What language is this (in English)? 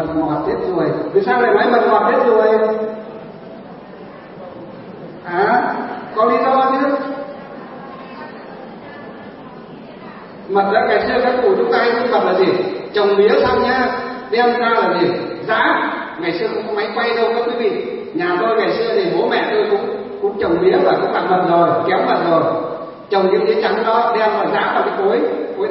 Vietnamese